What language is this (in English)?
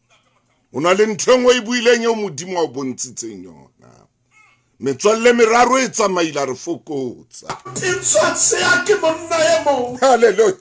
Southern Sotho